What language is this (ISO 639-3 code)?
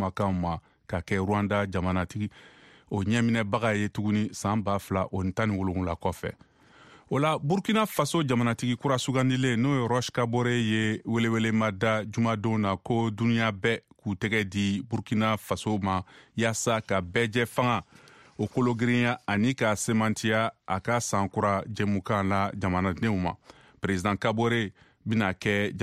bam